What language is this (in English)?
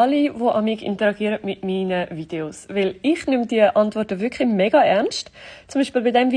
Swiss German